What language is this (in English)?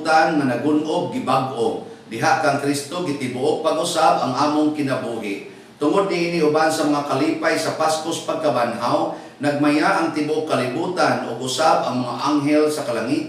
Cebuano